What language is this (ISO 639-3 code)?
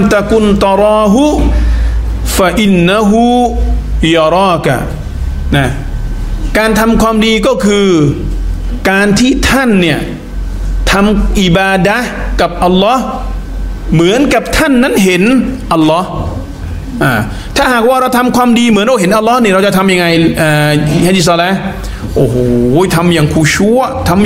tha